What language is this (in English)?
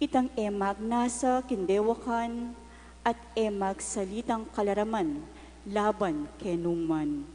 Pampanga